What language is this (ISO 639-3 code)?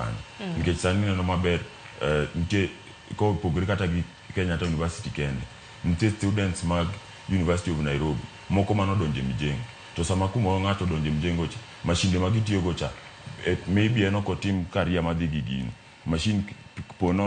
luo